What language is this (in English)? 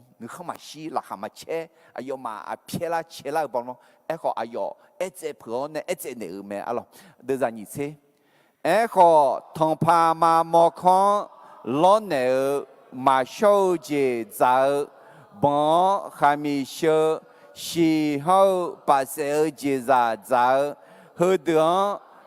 Akha